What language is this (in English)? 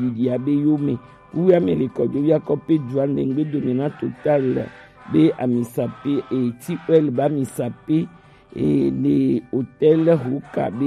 Gen